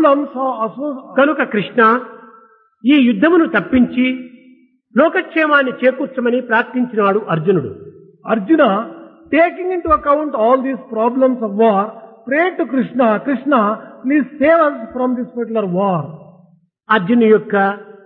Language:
Telugu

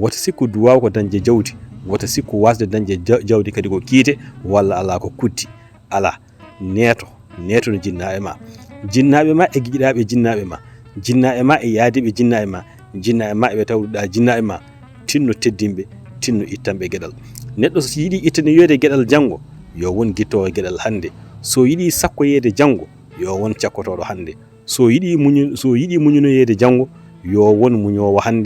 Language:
Fula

